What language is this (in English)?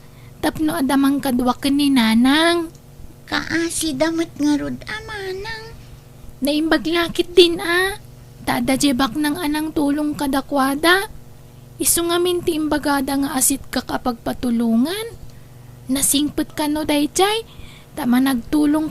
Iloko